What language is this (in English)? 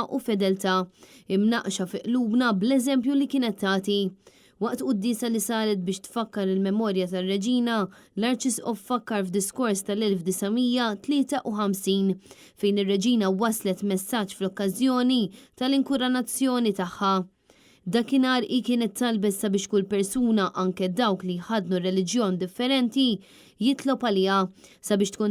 Maltese